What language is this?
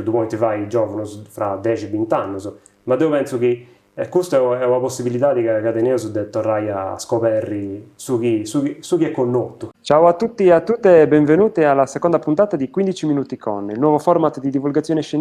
Sardinian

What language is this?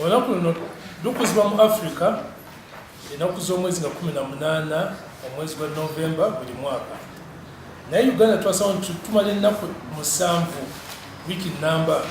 Ganda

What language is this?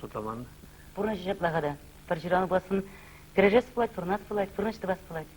Chuvash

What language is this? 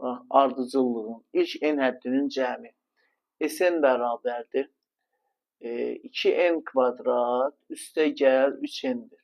Azerbaijani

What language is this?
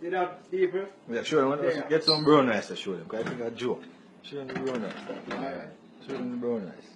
Jamaican Creole English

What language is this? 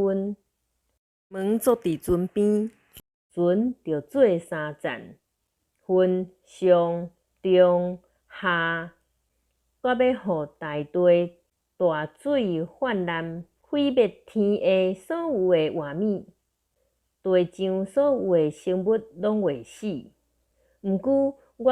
Min Nan Chinese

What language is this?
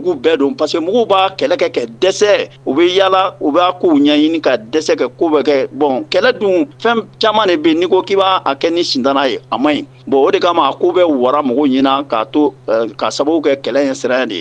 Bambara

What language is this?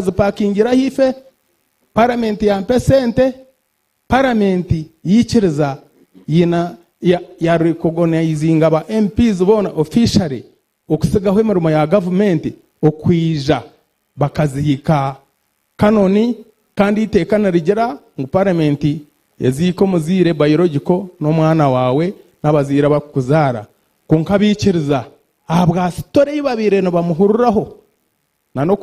Nyankole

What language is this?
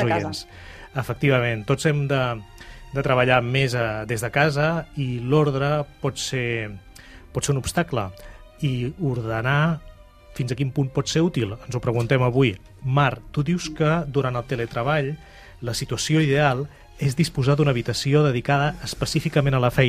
Catalan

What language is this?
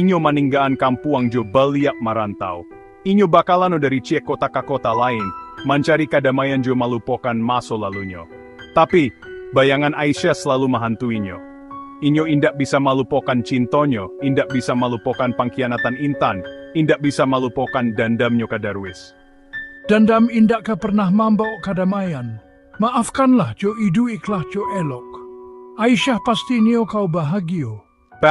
Minangkabau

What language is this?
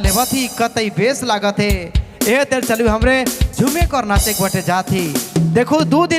Sadri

